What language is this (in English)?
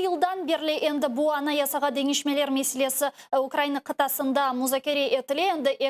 Crimean Tatar